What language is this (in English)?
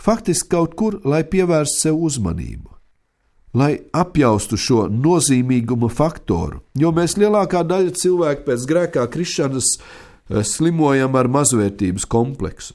Latvian